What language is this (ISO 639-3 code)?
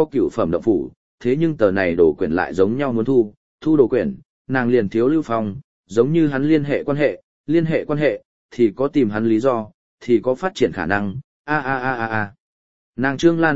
vie